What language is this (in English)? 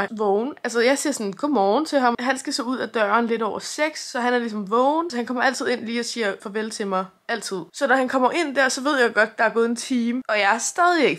Danish